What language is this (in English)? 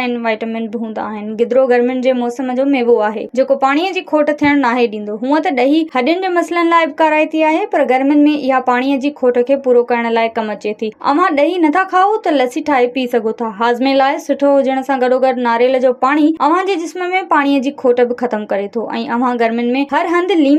Sindhi